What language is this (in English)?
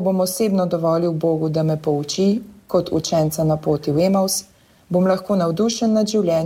Slovenian